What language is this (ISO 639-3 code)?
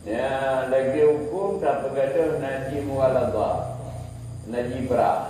ace